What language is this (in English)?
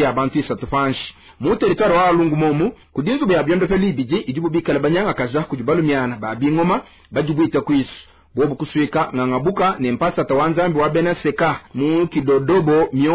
Luba-Lulua